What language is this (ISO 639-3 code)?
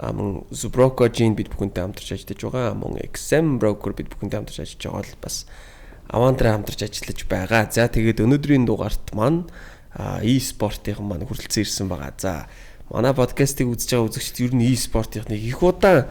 mon